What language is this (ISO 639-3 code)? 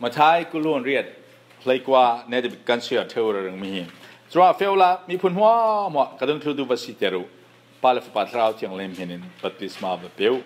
cfm